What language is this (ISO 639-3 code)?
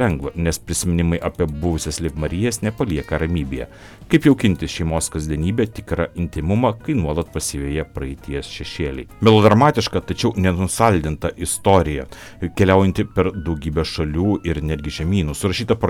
lit